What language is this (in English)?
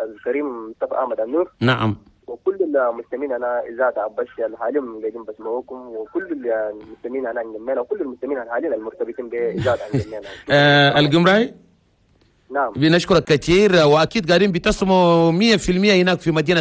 Chadian Arabic